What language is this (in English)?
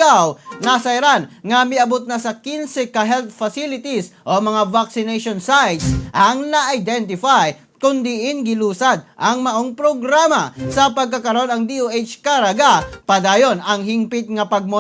Cebuano